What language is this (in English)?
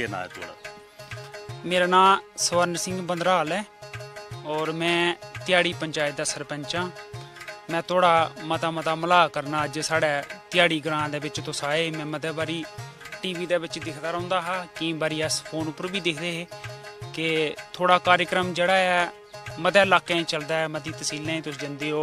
Dogri